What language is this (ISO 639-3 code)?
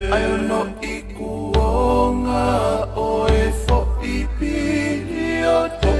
ton